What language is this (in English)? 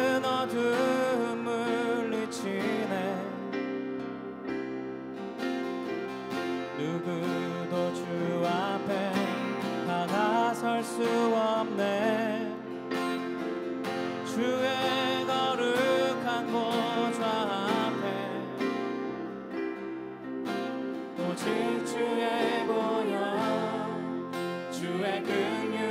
Korean